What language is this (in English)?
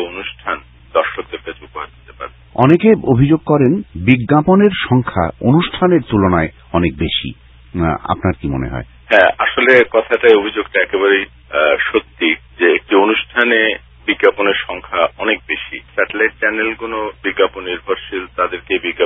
Bangla